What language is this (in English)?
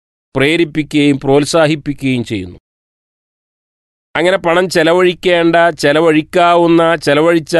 Malayalam